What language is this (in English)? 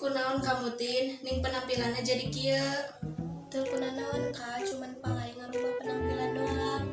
Sundanese